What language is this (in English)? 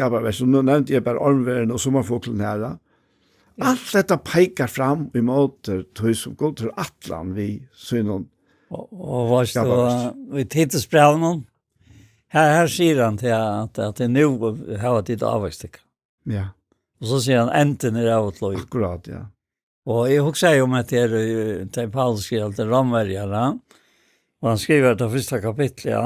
Faroese